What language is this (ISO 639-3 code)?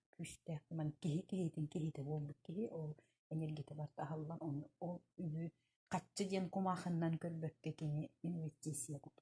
sah